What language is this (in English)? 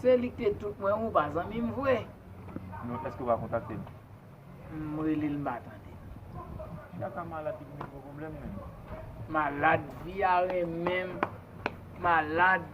Haitian Creole